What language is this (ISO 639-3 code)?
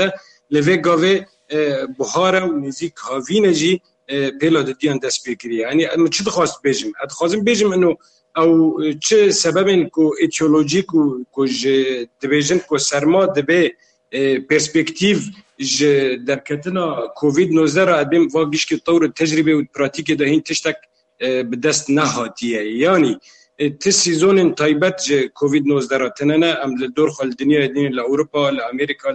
kur